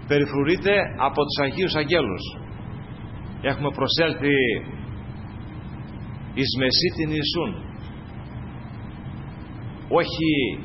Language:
Greek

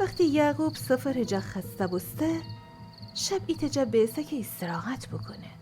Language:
Gilaki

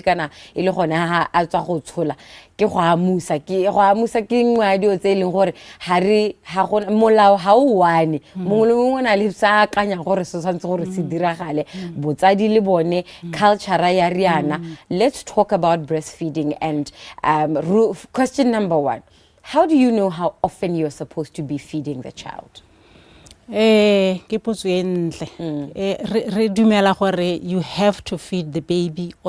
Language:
Tswana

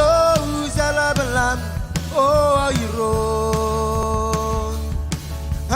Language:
Marshallese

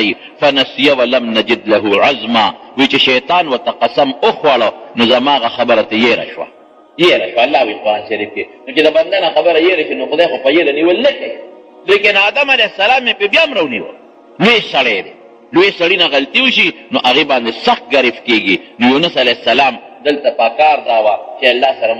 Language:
Pashto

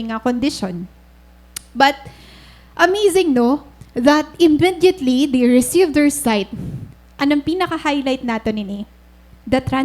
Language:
Waray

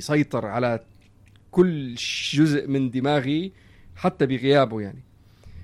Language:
North Levantine Arabic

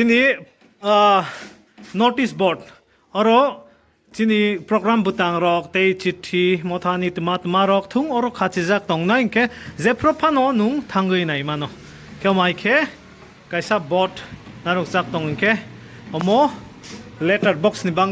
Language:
Kok Borok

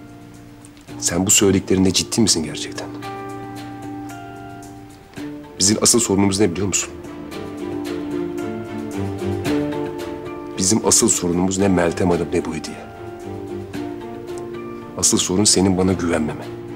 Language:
Turkish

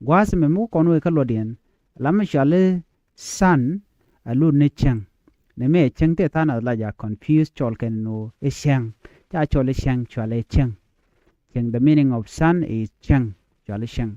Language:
Nuer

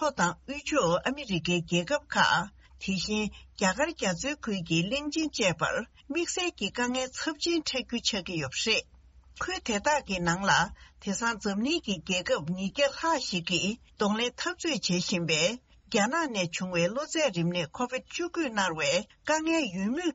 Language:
Tibetan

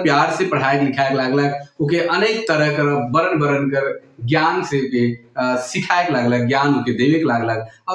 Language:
Sadri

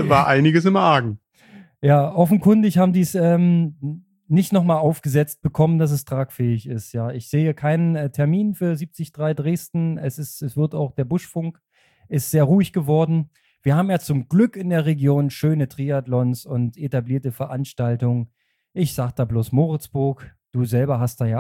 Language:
German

